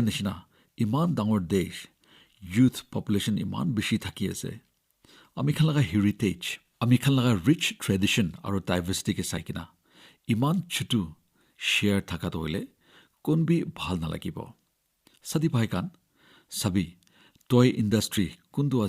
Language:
Naga Pidgin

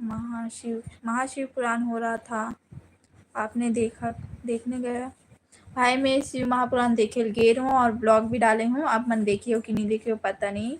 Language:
Chhattisgarhi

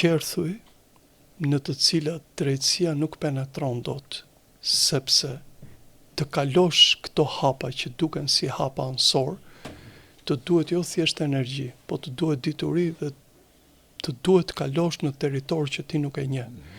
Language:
Albanian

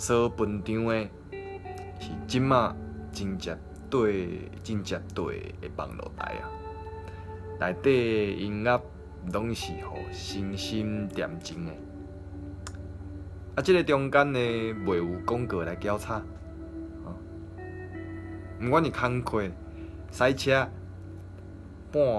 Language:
Min Nan Chinese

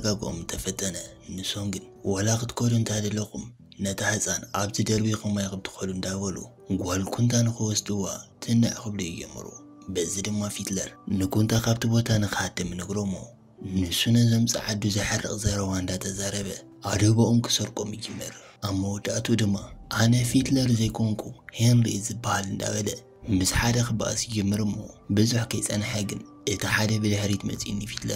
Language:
Tigrinya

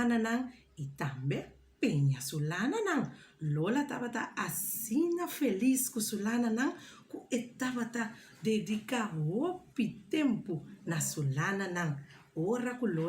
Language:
Papiamento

